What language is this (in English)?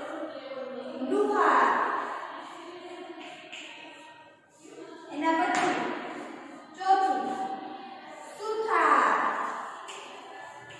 Gujarati